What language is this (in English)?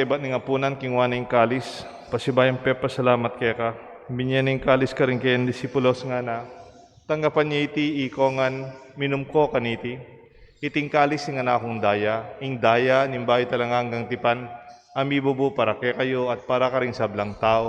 Pampanga